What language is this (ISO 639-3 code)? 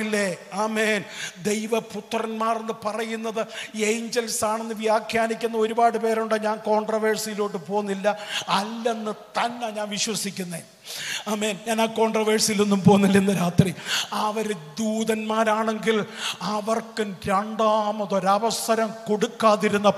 mal